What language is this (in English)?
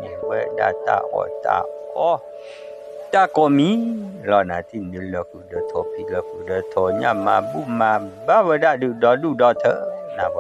S'gaw Karen